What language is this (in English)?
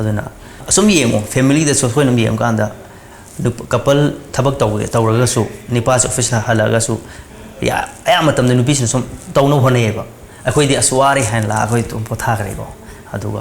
Manipuri